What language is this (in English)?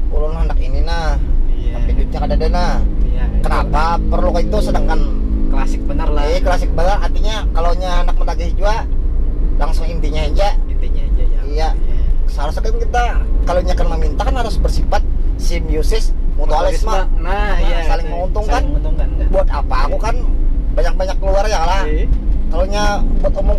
Banjar